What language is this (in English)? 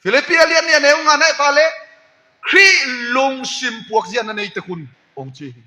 Tedim Chin